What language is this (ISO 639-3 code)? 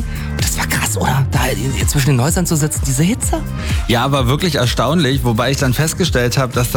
deu